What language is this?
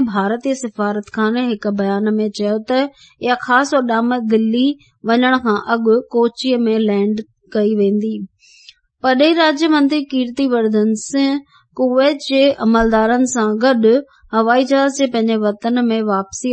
Sindhi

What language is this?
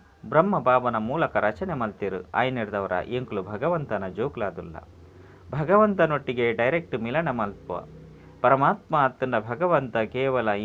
Tulu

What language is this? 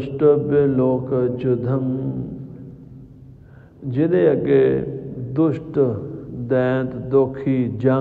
Punjabi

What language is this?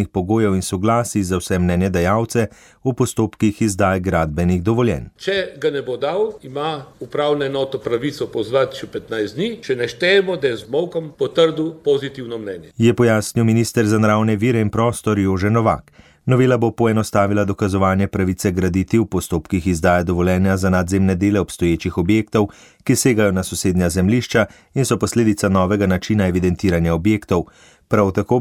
Slovenian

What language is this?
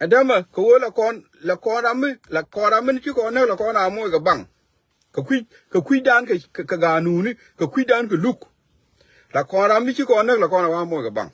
Nuer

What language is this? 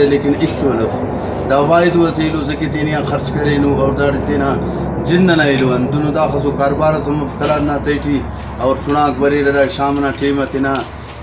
Brahui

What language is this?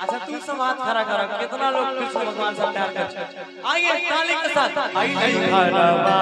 Maithili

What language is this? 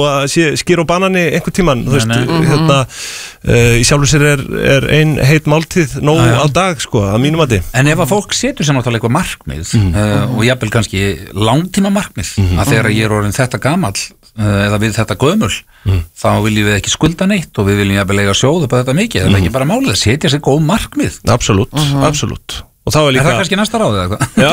Icelandic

